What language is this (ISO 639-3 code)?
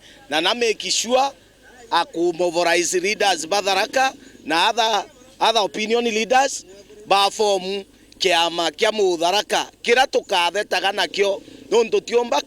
mer